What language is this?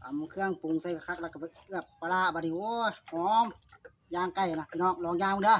Lao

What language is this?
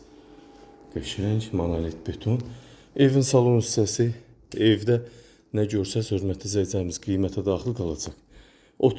Azerbaijani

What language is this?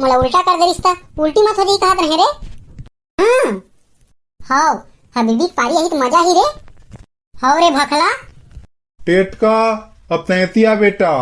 Chhattisgarhi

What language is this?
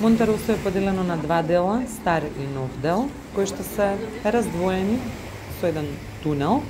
Macedonian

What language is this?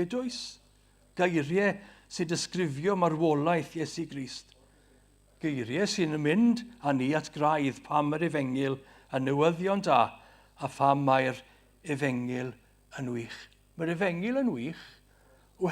Welsh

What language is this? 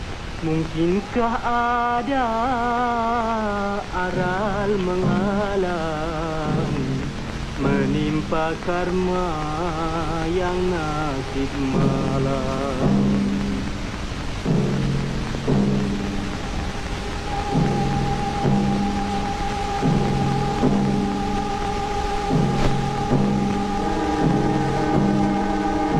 Malay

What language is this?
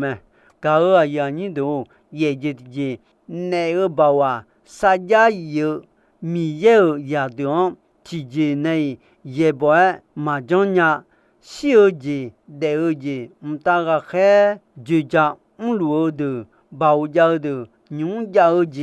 Akha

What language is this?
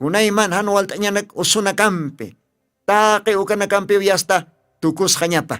Aymara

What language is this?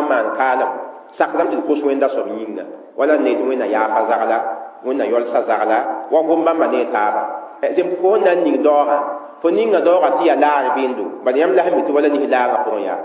Mossi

